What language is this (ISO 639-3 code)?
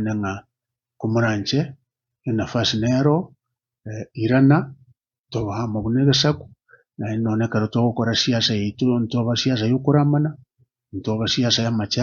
guz